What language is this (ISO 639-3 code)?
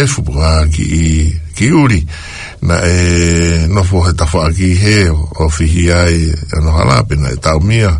ton